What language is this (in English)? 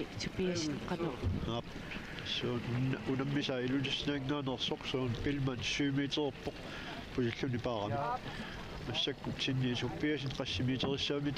Kalaallisut